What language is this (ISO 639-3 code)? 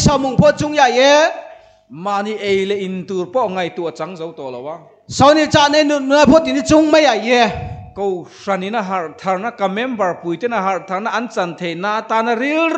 tha